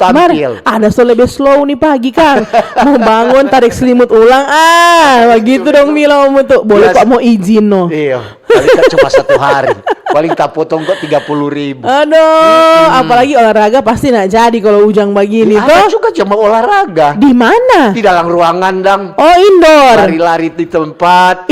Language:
Manado Malay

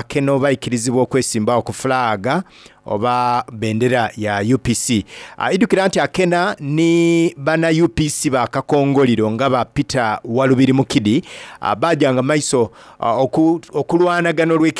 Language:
Soga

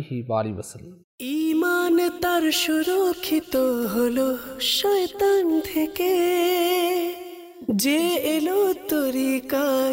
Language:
Bangla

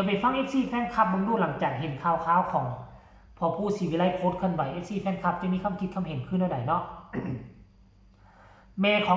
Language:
Lao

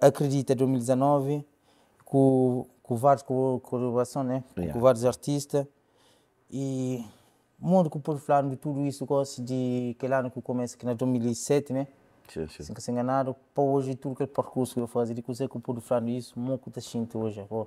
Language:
Kabuverdianu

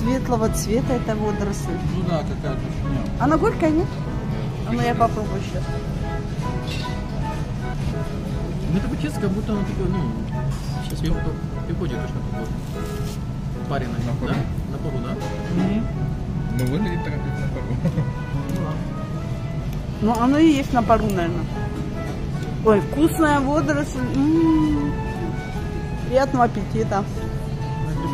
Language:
Russian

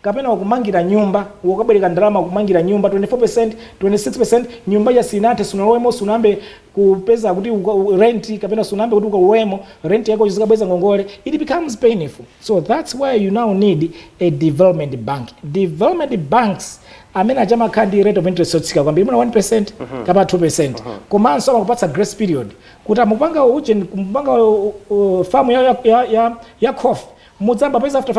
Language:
Nyanja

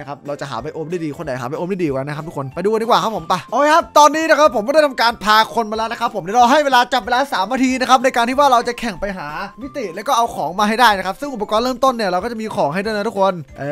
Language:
Thai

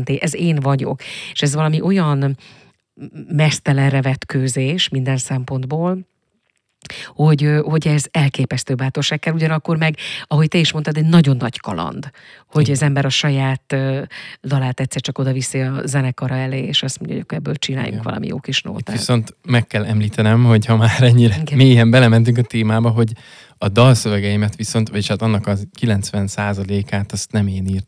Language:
Hungarian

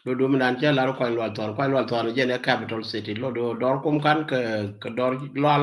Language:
Nuer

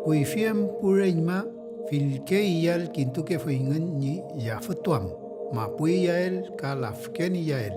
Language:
Mapuche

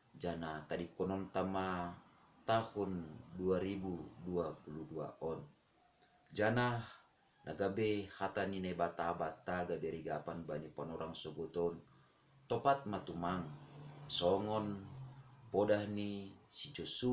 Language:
Batak Simalungun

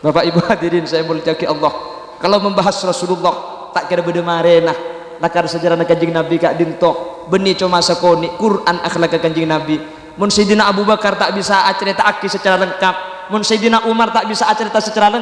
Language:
Madurese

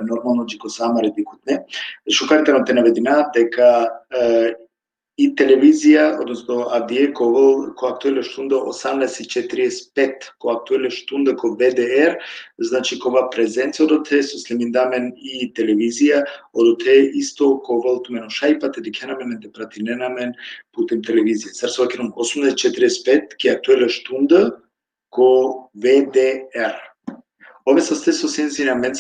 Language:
Balkan Romani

